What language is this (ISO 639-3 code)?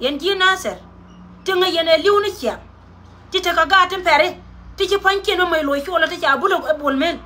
nus